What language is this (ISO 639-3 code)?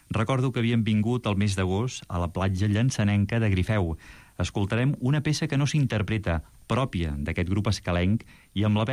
cat